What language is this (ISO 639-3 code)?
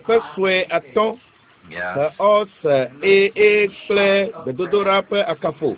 ewe